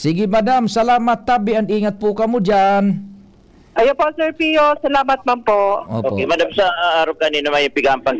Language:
Bikol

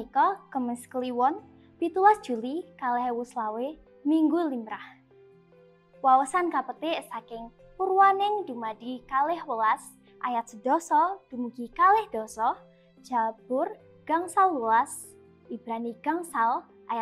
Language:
Javanese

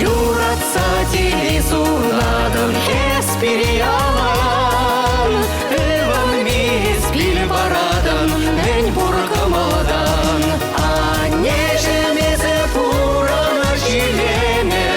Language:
Chuvash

